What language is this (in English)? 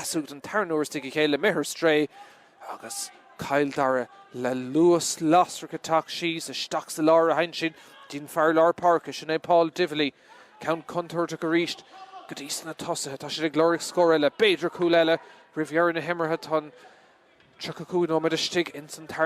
Irish